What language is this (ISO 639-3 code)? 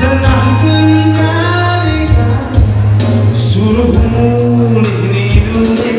btx